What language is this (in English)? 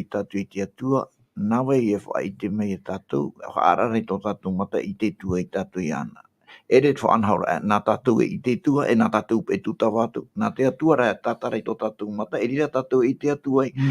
Tahitian